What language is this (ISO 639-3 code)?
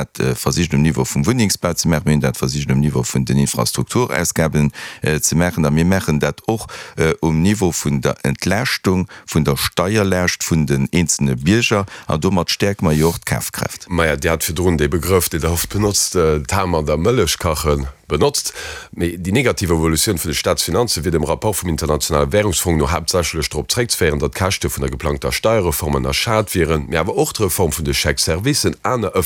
ltz